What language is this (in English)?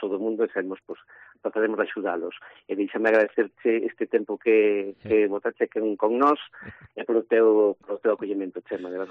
Galician